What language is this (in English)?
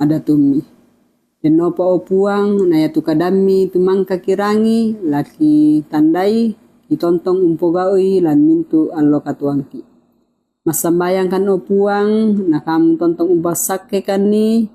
Toraja-Sa'dan